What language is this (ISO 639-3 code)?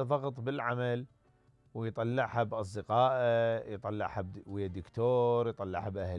acm